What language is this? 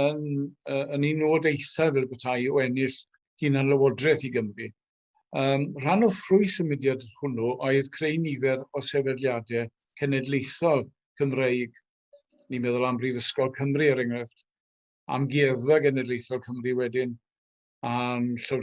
Welsh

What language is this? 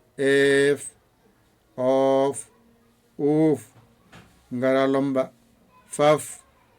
Fula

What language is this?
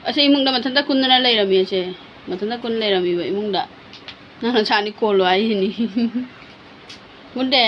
Manipuri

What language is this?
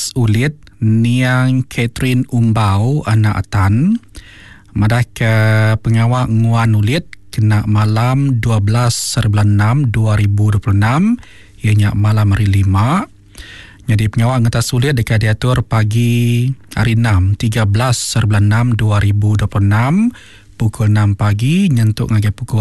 Iban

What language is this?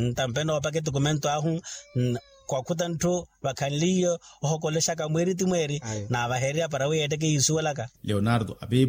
Makhuwa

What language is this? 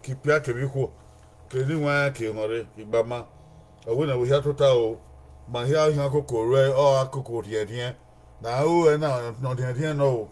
Bini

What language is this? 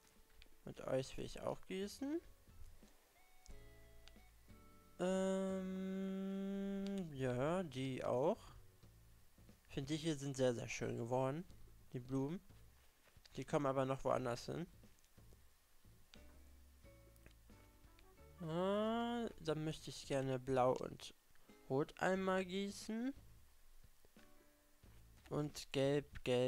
German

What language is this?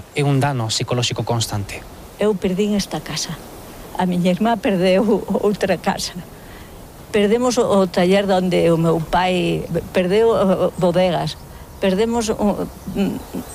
Galician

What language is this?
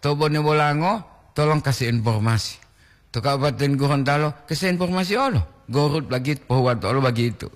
Gorontalo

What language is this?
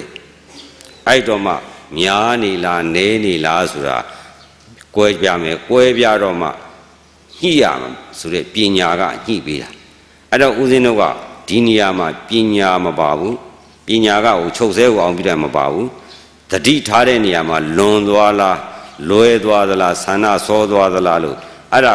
Burmese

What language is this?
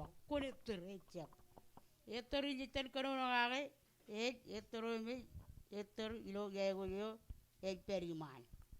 Marshallese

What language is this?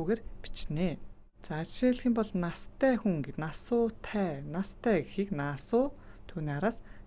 Mongolian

